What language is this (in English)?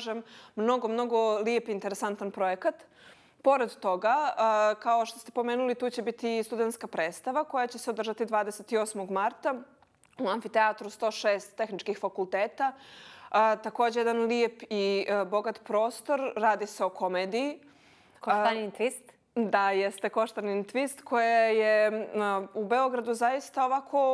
Bosnian